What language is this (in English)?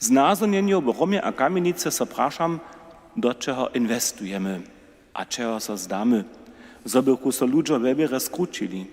Upper Sorbian